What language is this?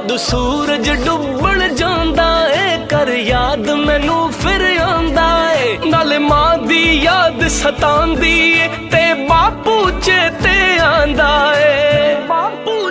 Pahari-Potwari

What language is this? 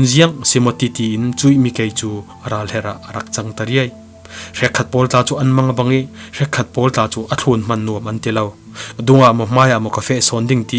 Falam Chin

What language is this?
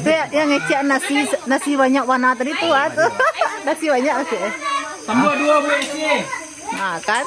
Minangkabau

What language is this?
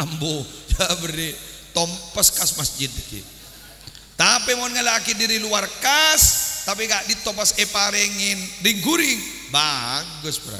Madurese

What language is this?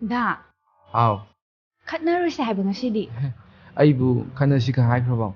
Manipuri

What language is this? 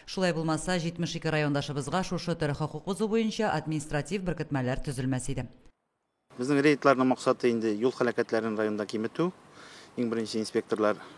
Tatar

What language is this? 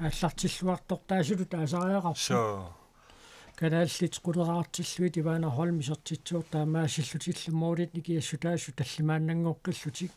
Kalaallisut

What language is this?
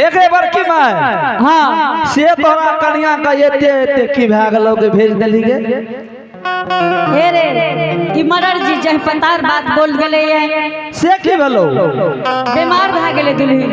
Angika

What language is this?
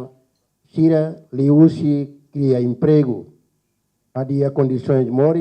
Tetum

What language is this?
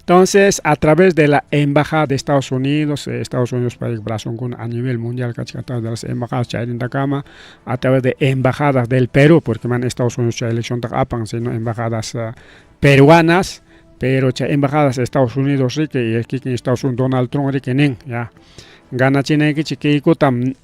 Ayacucho Quechua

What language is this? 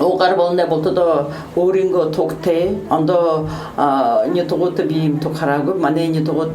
Buriat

